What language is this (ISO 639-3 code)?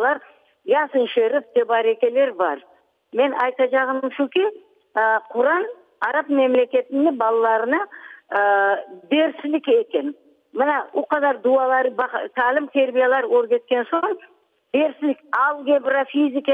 crh